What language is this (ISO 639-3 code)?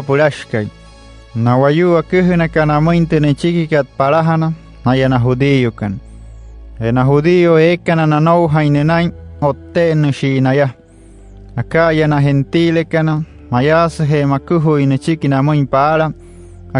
guc